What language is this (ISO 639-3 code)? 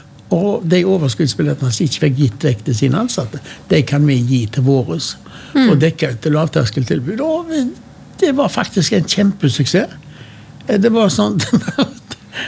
nor